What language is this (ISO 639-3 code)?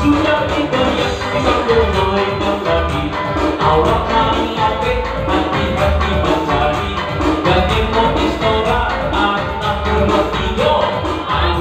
min